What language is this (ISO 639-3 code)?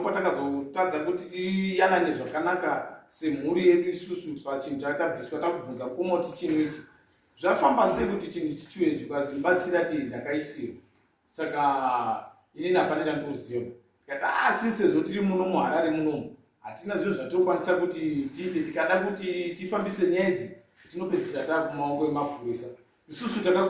sna